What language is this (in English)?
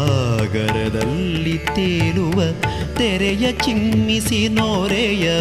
Kannada